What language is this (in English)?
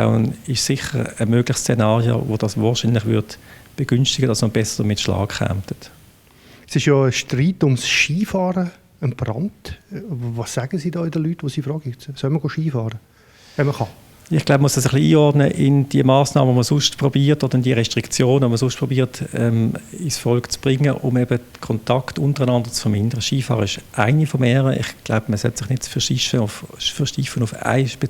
Swiss German